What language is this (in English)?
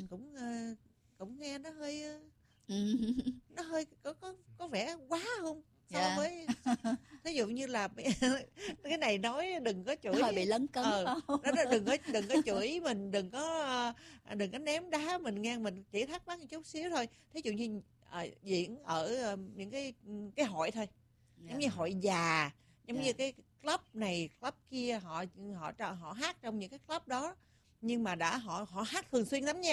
Vietnamese